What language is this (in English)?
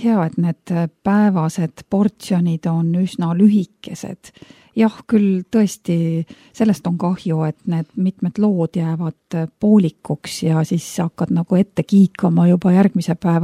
Estonian